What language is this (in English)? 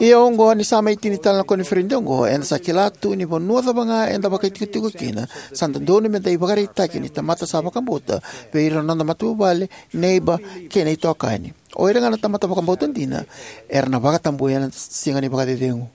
Fijian